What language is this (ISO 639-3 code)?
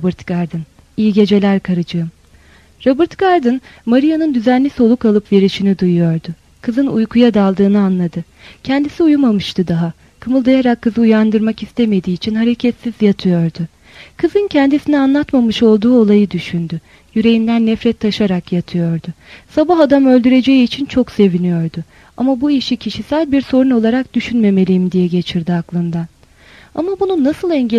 tur